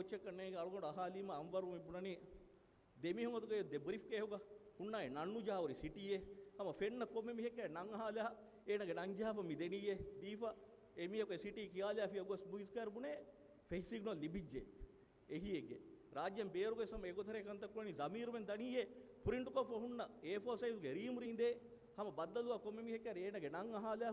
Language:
Divehi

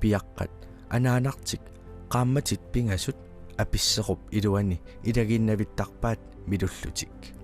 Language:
Kalaallisut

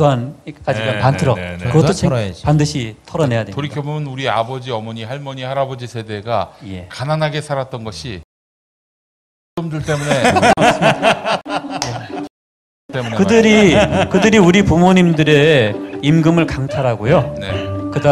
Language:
Korean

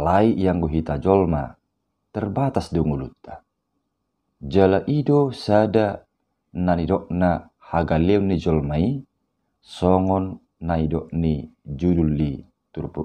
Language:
Batak Toba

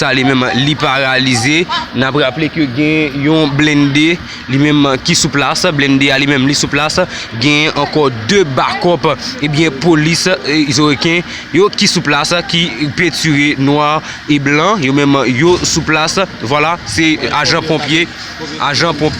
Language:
Haitian Creole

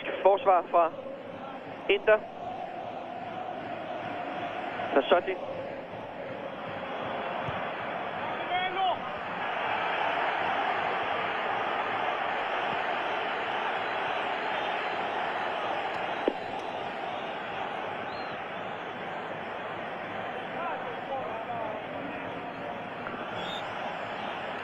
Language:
Danish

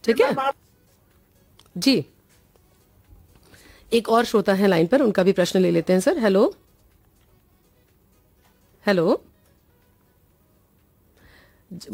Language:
Hindi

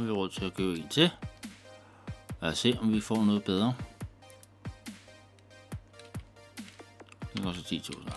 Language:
Danish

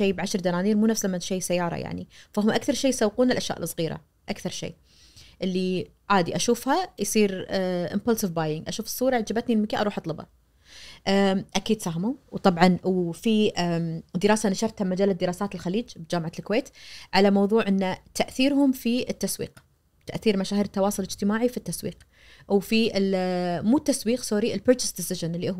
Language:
Najdi Arabic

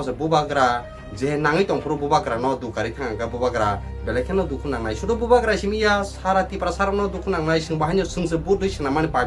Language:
Kok Borok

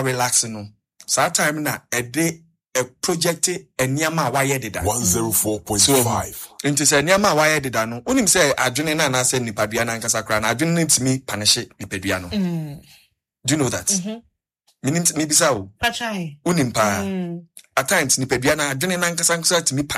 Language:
Akan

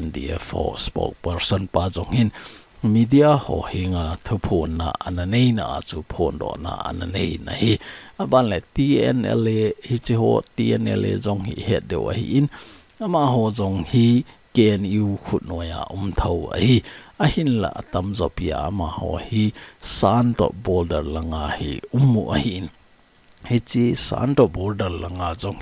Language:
Thado Chin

